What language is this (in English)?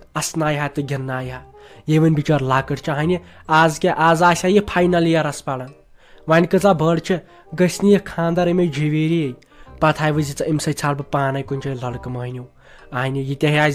Kashmiri